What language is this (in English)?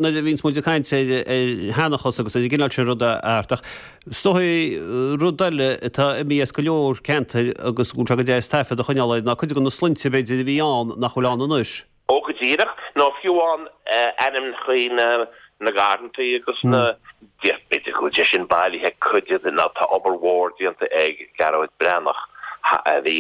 Irish